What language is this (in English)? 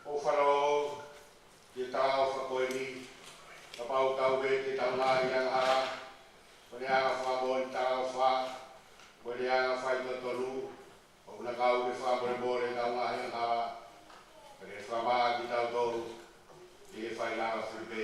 Tongan